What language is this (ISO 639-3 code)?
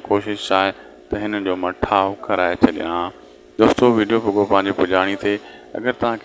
snd